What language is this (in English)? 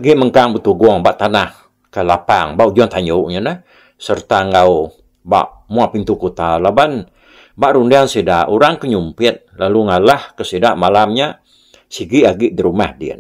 Iban